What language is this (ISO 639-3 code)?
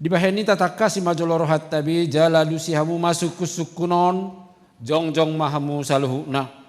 bbc